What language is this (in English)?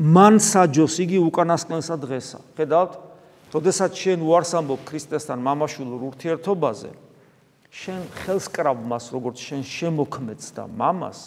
Georgian